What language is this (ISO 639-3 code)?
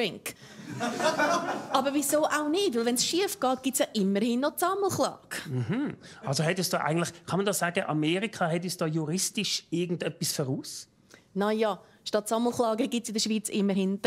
gsw